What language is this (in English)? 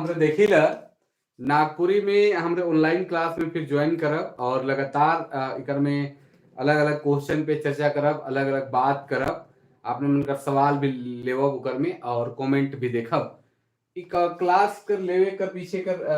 Sadri